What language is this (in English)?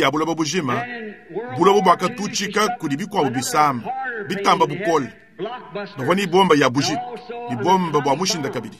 Luba-Lulua